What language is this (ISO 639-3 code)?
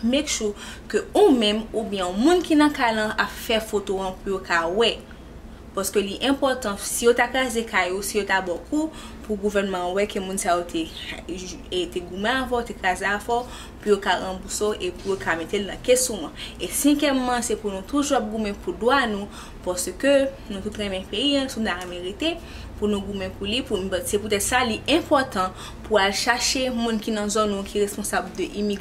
hat